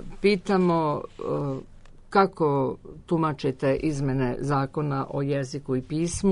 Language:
Serbian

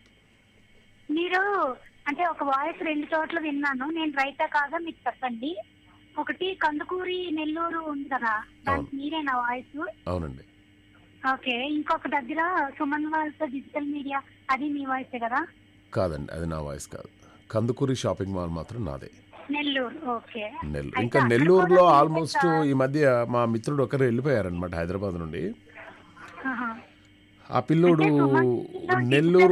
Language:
Telugu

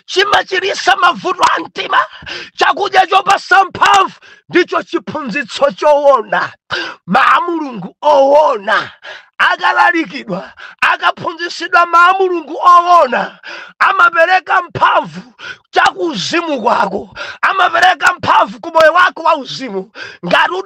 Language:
Nyanja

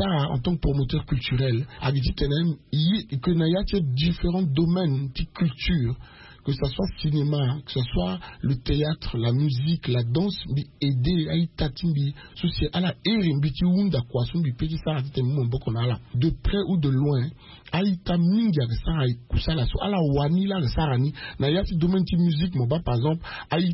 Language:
Sango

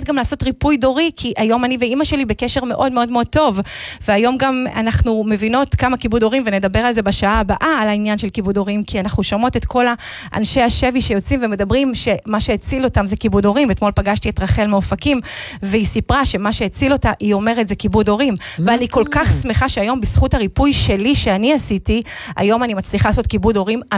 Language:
Hebrew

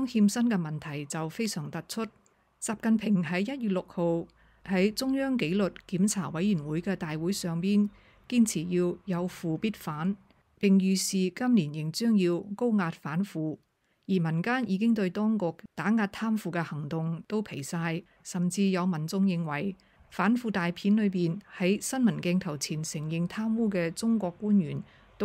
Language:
Cantonese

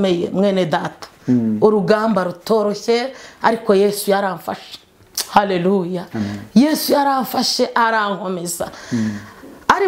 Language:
Kinyarwanda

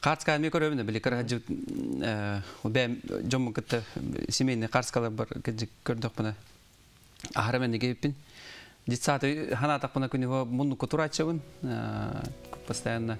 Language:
Yakut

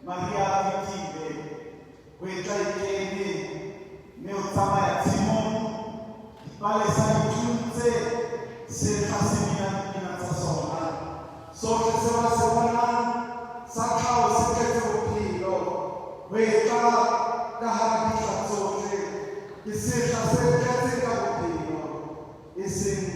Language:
Southern Sotho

